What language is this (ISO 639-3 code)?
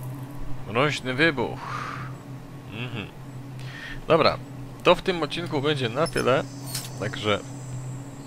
pol